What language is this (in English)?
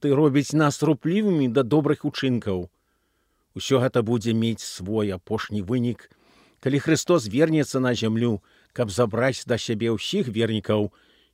Belarusian